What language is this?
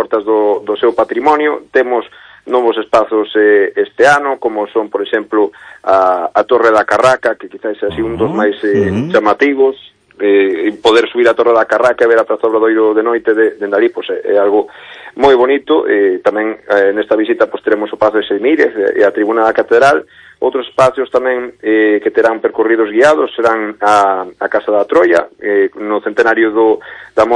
Galician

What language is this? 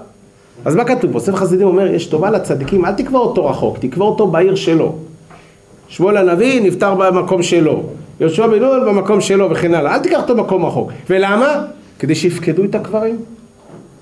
Hebrew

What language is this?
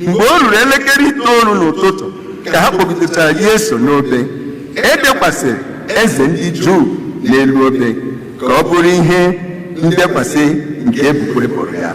Igbo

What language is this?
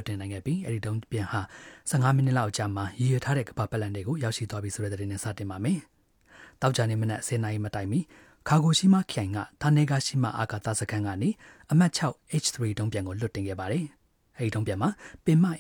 Burmese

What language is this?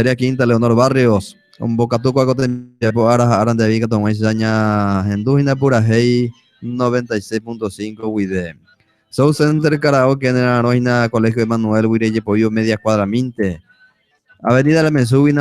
Guarani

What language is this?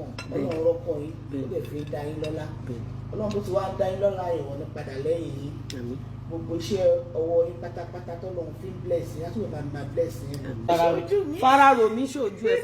Yoruba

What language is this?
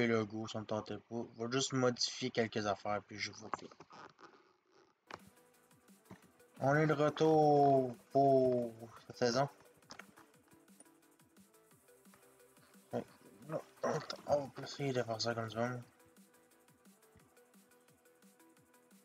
French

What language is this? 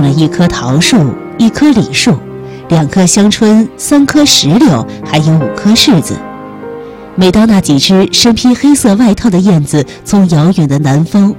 Chinese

